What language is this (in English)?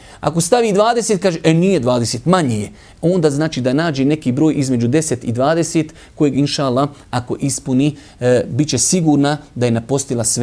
Bosnian